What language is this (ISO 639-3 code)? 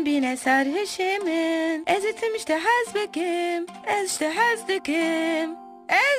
kur